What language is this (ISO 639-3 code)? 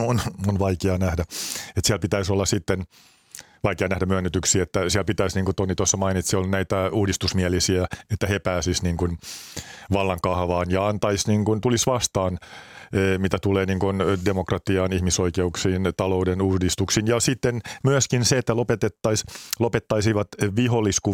fin